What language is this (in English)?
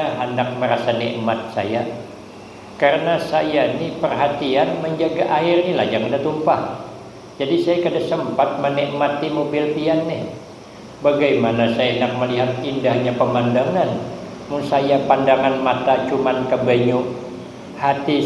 Banjar